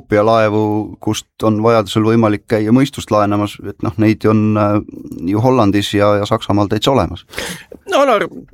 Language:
Estonian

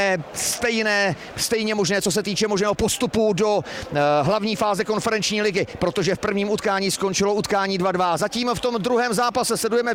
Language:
Czech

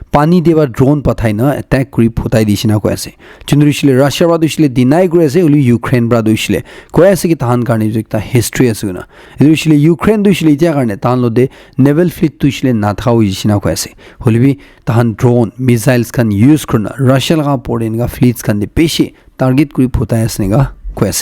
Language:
Naga Pidgin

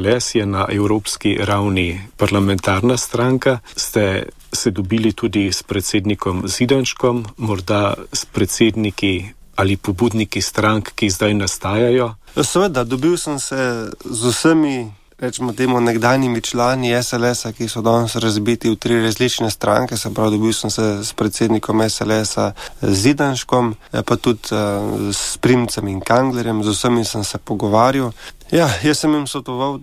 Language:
Slovenian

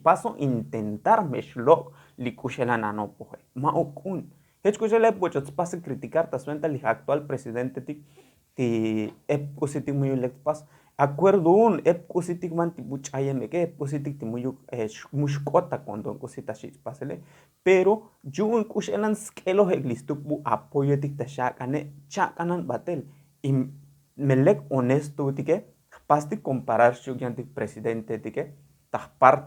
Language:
Tzotzil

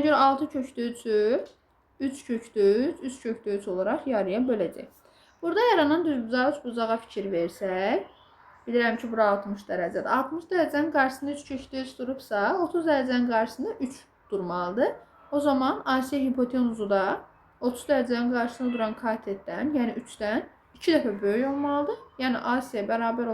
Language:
Azerbaijani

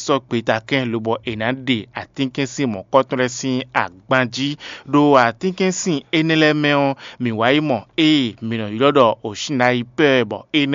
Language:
Fon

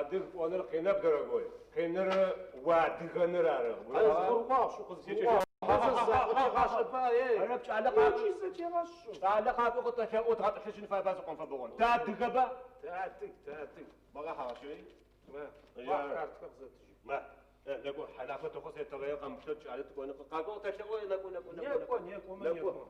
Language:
Adyghe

